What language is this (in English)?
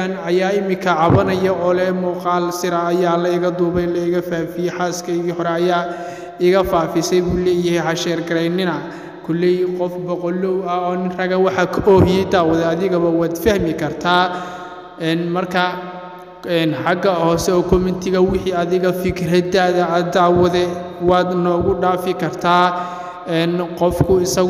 Somali